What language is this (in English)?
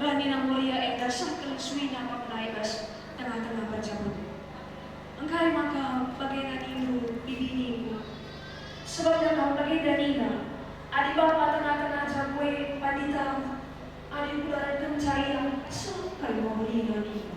Batak Karo